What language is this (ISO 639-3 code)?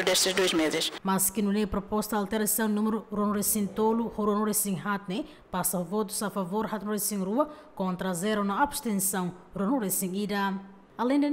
tet